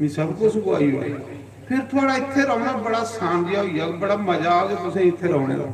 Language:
Dogri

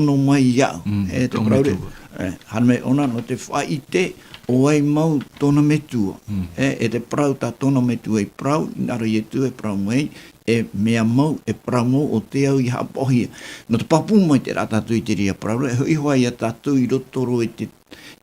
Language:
Tahitian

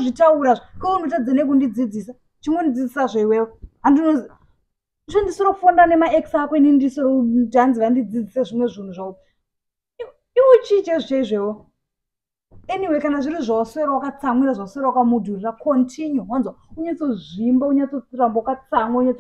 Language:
Shona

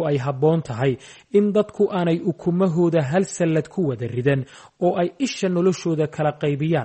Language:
Somali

